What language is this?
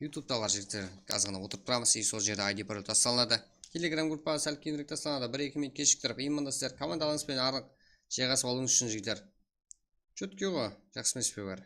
Kara-Kalpak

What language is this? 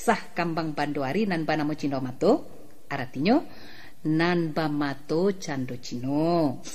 Minangkabau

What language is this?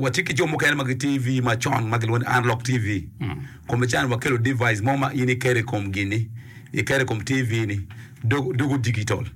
Acoli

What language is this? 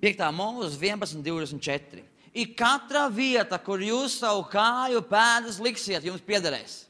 Latvian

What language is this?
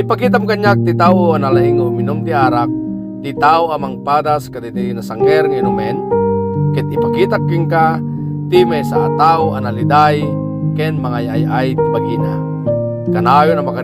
Iloko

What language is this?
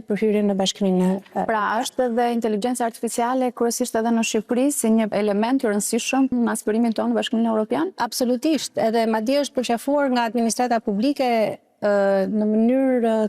Albanian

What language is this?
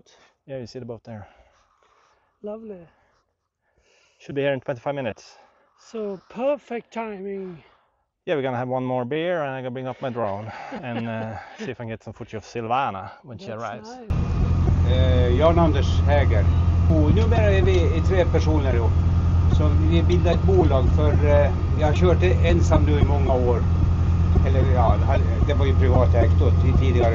Swedish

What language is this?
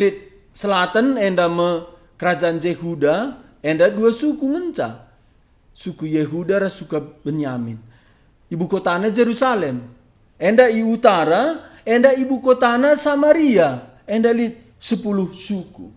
Batak Karo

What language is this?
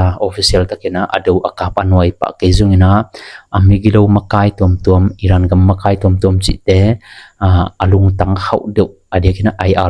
Tedim Chin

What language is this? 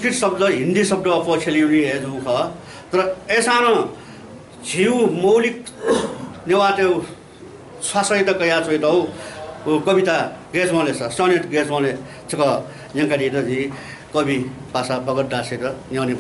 Newari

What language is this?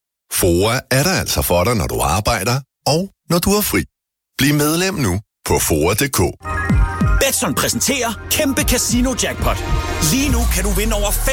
Danish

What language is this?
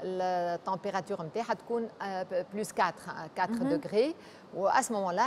Tunisian Arabic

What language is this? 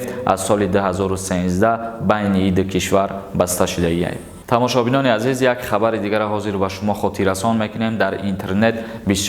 Tajik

